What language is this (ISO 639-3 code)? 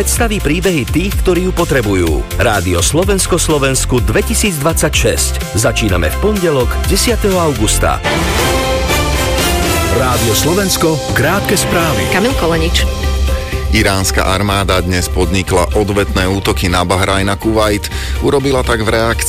slk